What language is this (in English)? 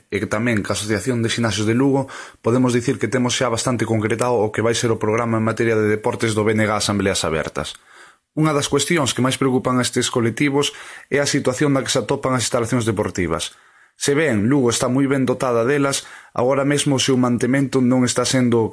Galician